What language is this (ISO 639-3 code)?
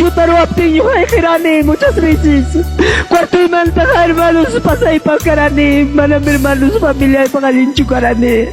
quy